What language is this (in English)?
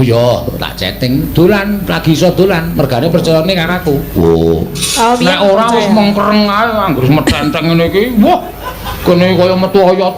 Javanese